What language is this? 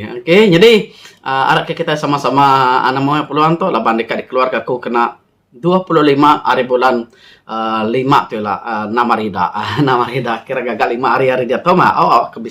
Iban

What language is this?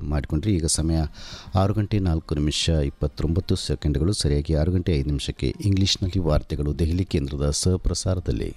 Kannada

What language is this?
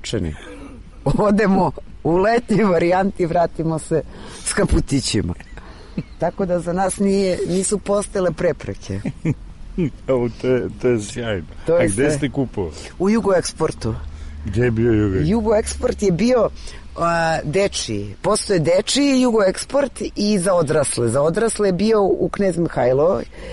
Serbian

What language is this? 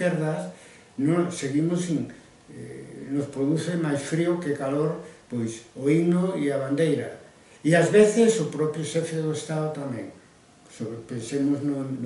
Galician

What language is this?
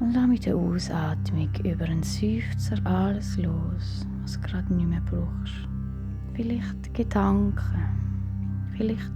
Swiss German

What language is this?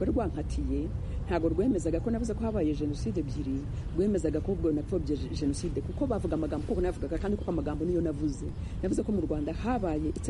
Kinyarwanda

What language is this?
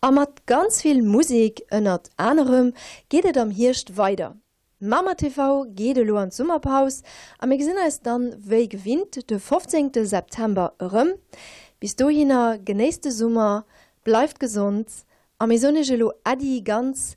Luxembourgish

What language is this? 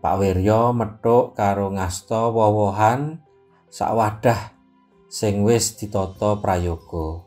Javanese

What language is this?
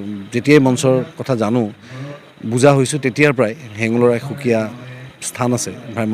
Assamese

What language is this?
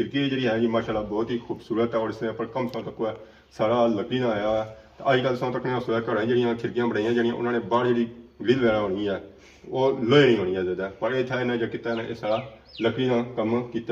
Pahari-Potwari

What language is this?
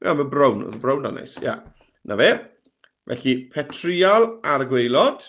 Welsh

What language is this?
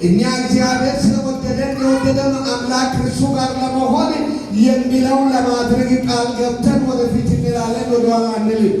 Amharic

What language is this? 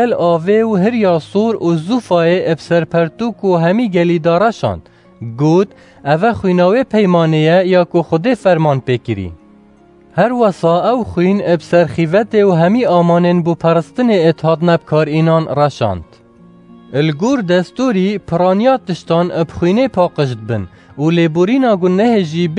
Kurdish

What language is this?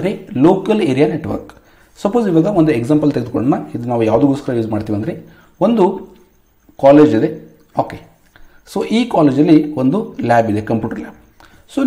Kannada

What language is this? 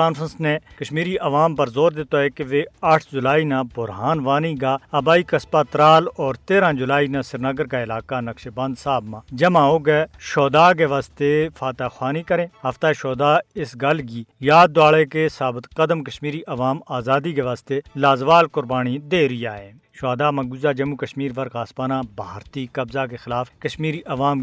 Gujari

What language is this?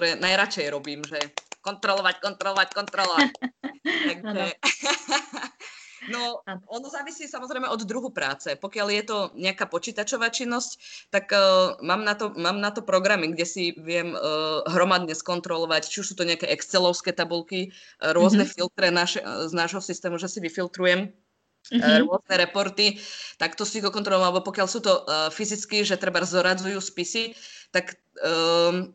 Slovak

